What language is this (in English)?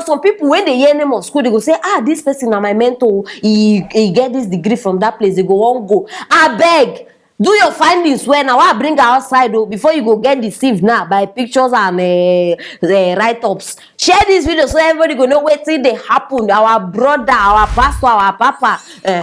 Nigerian Pidgin